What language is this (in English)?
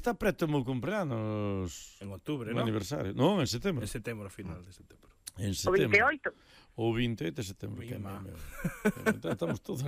Galician